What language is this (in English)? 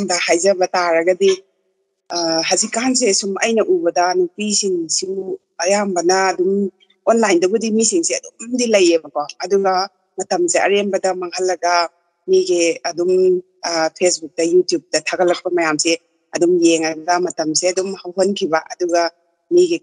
Manipuri